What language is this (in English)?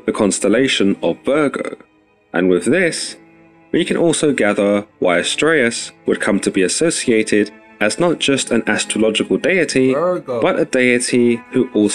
English